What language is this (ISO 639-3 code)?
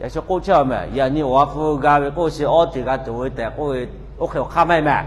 lhu